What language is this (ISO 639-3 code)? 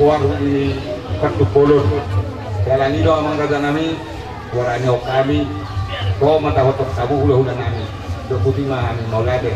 bbc